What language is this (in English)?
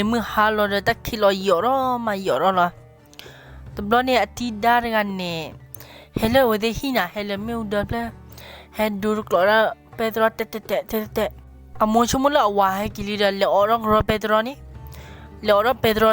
S'gaw Karen